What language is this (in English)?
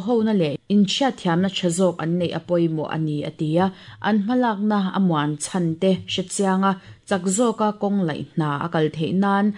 Mizo